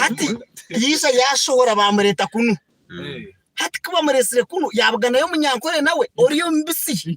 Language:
Nyankole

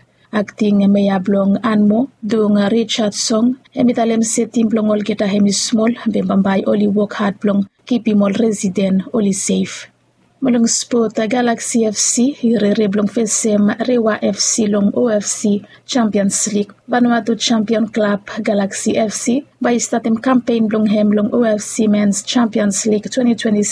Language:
Bislama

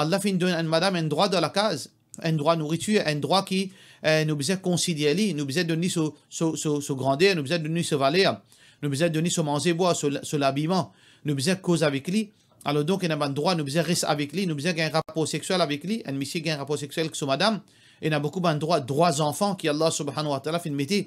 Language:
Morisyen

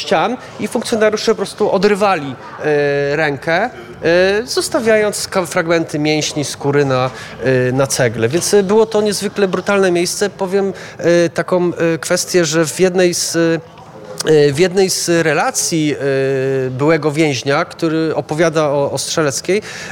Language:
Polish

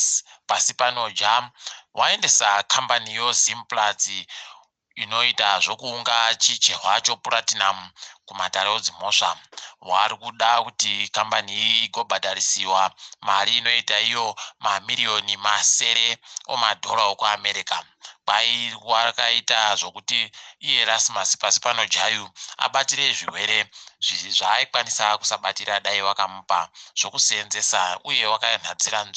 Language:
Ndau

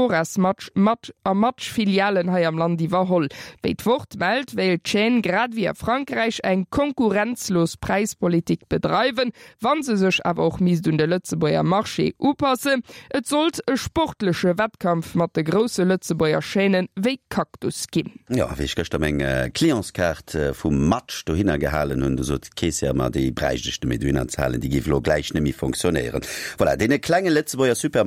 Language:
Luxembourgish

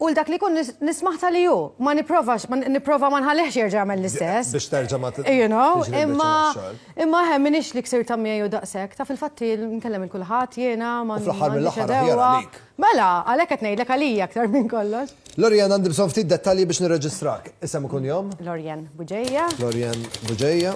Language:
Maltese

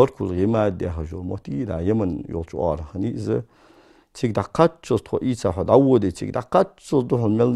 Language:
Ingush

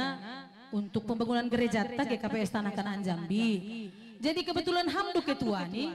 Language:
Batak Simalungun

